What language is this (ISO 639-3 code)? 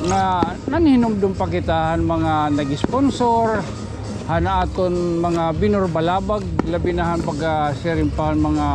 war